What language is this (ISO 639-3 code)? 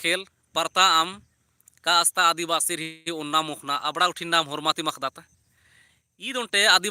kru